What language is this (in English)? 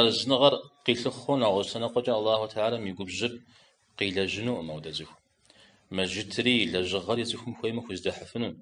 Kabardian